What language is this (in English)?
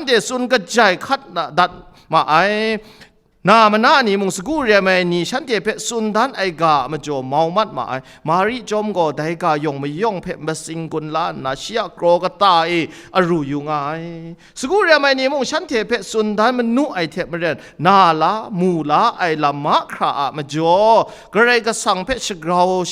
Kachin